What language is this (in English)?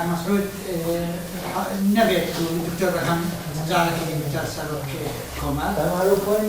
Kurdish